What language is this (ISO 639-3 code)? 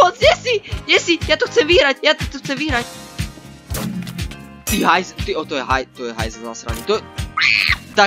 slk